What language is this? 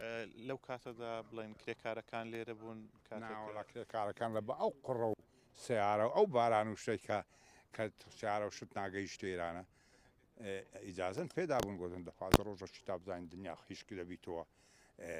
Central Kurdish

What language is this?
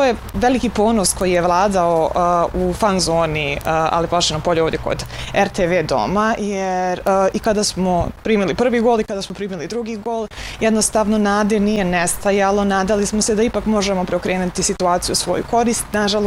Bosnian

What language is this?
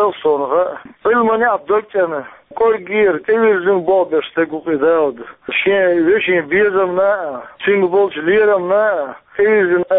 Chechen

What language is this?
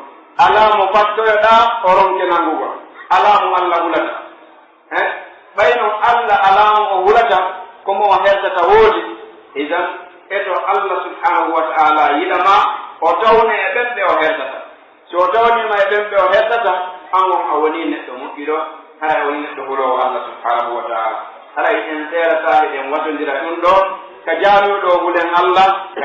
Pular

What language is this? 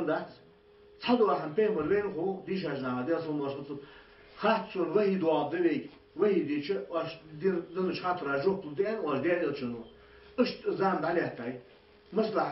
Ingush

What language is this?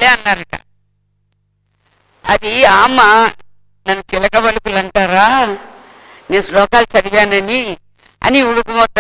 Telugu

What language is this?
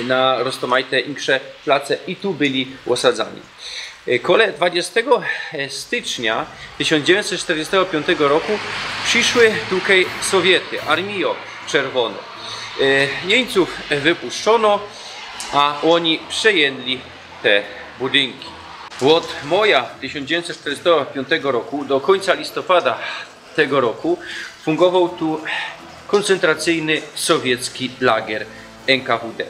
Silesian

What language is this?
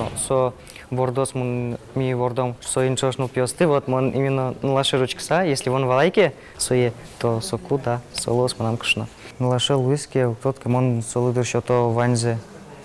Udmurt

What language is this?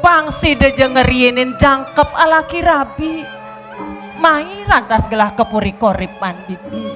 Balinese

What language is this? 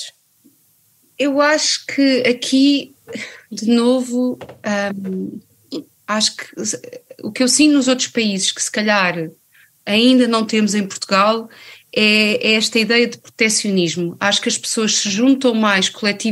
Portuguese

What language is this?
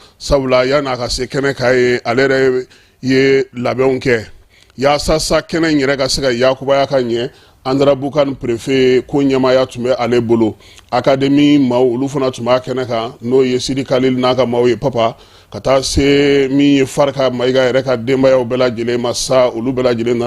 Bambara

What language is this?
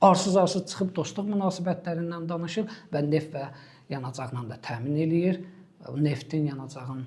Azerbaijani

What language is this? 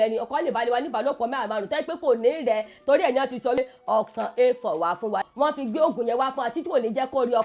Yoruba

